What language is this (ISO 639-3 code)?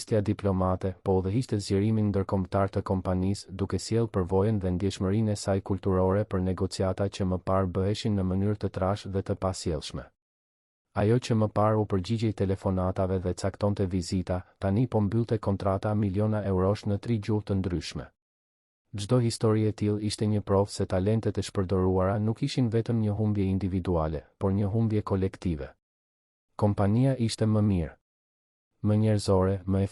sqi